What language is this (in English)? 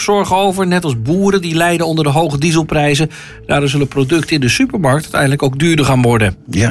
Dutch